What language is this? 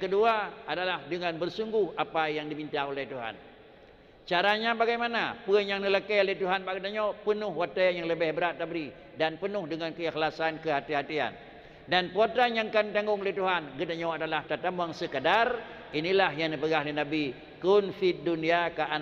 Achinese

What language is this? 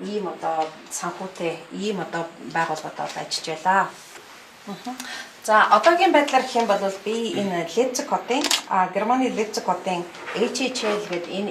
Mongolian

